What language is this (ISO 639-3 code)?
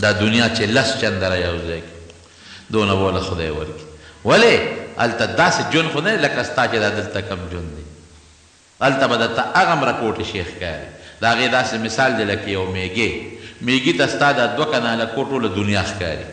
pus